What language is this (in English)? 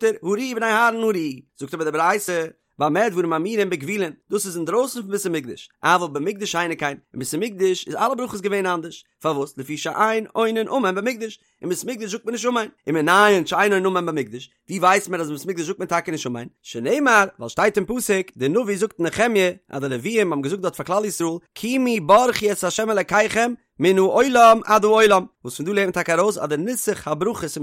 Yiddish